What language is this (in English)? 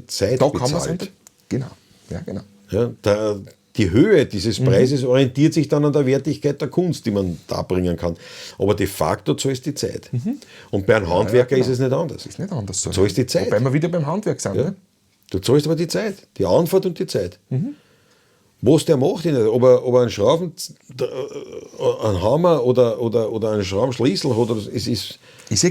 Bavarian